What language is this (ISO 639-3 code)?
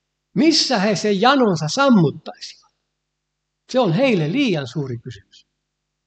fin